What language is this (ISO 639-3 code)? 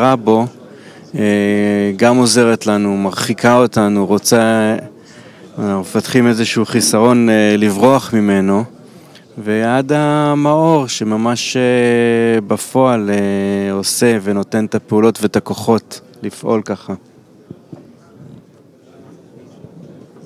heb